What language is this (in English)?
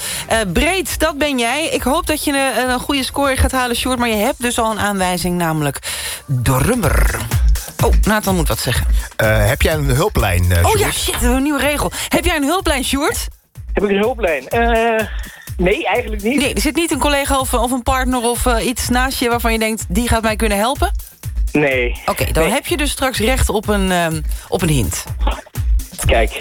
Dutch